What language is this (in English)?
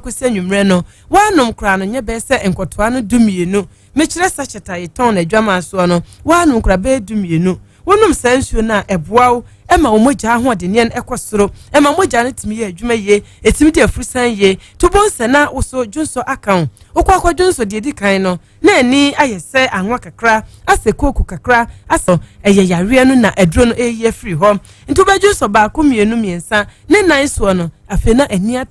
Akan